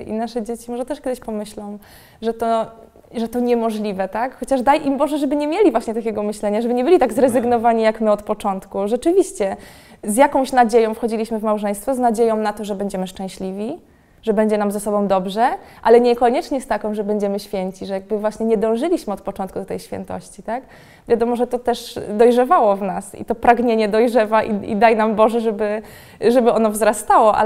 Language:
Polish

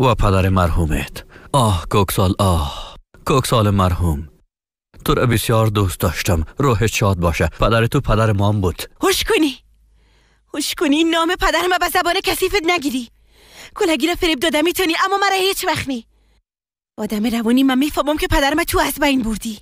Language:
Persian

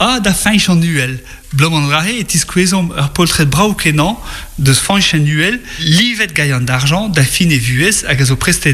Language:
Breton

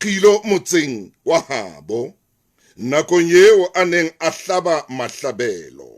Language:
Southern Sotho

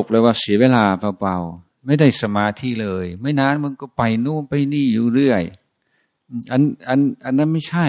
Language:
Thai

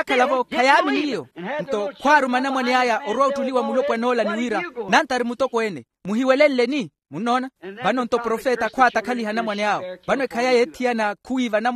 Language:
Makhuwa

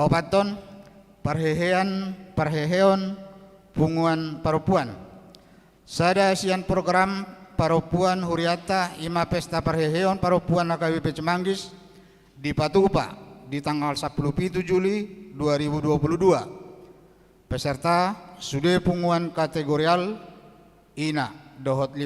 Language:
Batak Toba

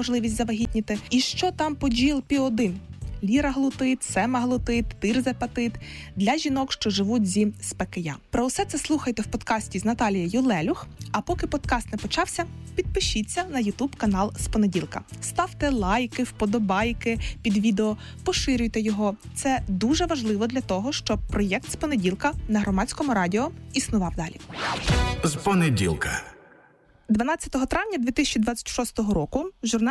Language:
Ukrainian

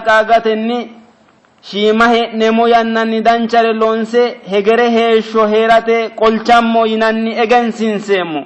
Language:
Sidamo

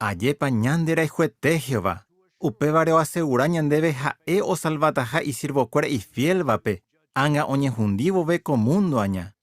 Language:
Guarani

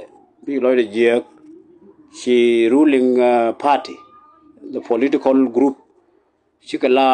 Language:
Nuer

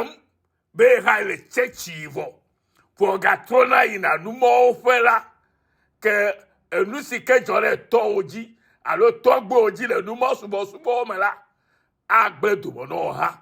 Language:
Ewe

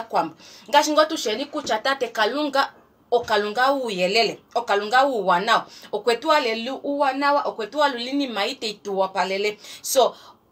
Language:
Kuanyama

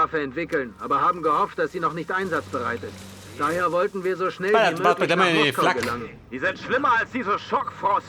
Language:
Bavarian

